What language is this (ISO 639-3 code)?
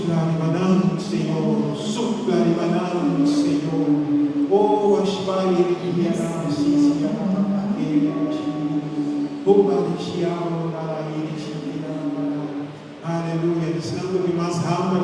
pap